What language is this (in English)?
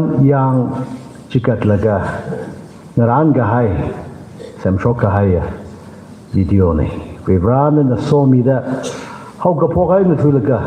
Tangkhul Naga (India)